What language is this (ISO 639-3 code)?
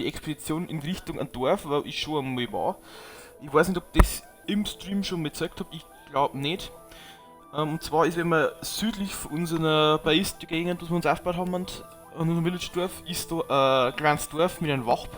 bar